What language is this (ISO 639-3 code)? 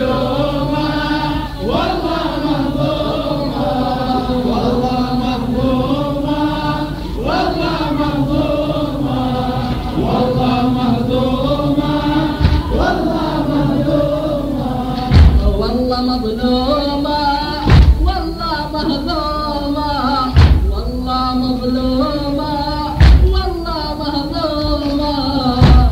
ara